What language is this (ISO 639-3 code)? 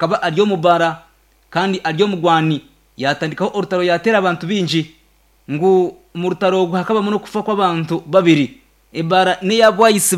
nyn